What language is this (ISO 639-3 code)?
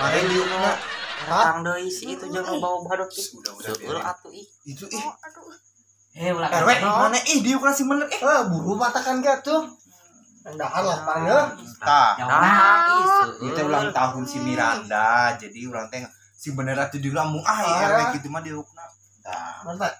sun